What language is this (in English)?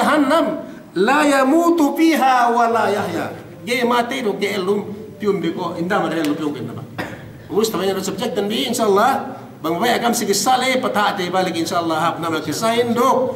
Yakan